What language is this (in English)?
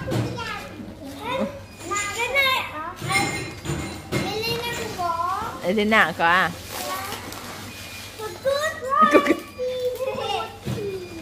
Vietnamese